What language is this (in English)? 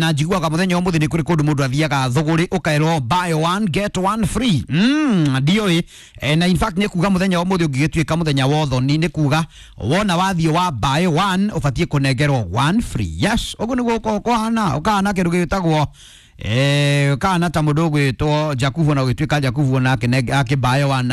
Kikuyu